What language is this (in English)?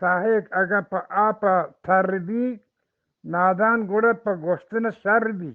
Eastern Balochi